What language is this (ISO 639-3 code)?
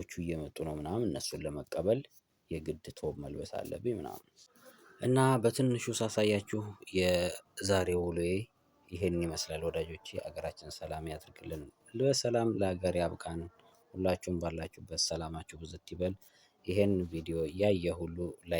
amh